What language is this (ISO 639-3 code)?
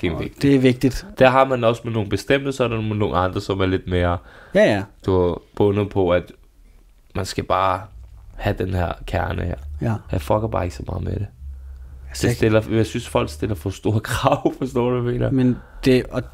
dan